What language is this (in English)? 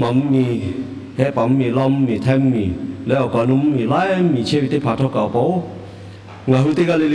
Lahu